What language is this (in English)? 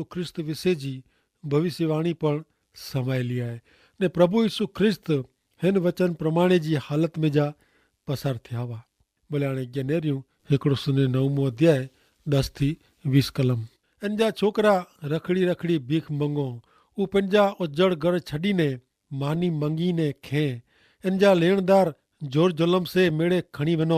Kachhi